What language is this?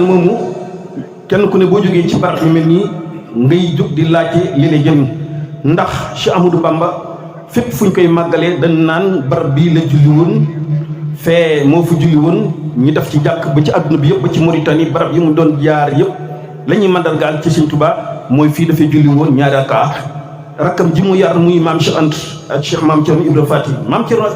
Wolof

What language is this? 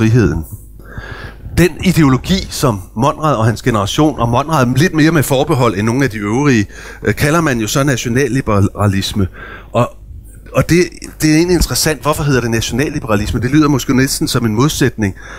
Danish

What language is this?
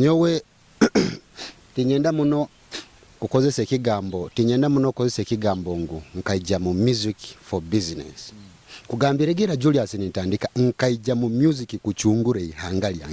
Nyoro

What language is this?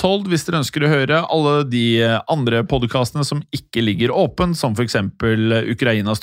Norwegian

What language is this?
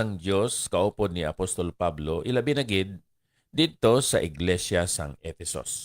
Hiligaynon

